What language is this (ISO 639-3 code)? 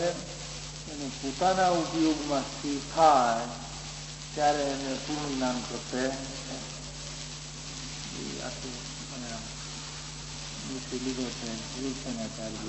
guj